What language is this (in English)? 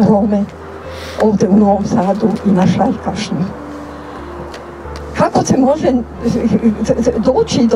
Serbian